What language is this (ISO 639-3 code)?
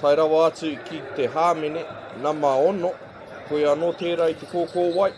mri